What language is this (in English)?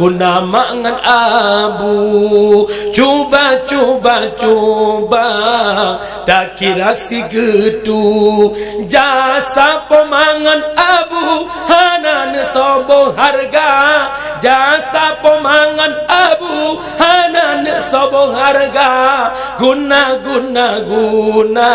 Achinese